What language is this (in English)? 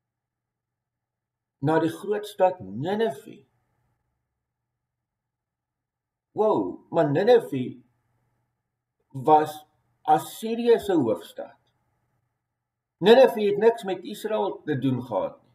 Afrikaans